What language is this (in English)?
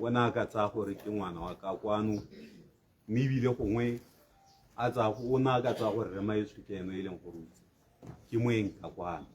Tswana